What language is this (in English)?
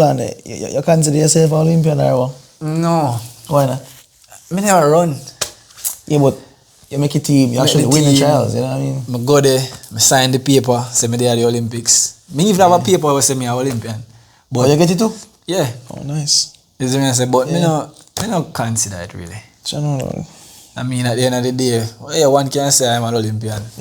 Jamaican Creole English